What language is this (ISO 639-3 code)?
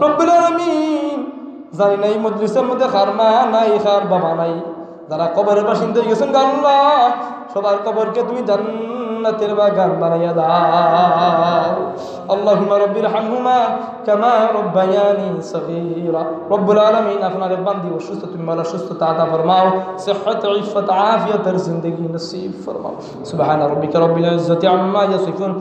syl